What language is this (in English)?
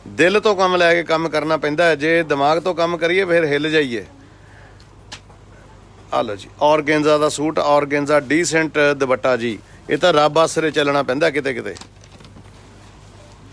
Punjabi